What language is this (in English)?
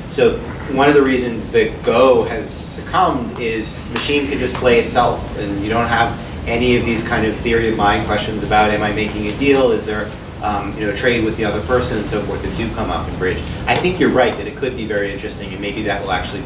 English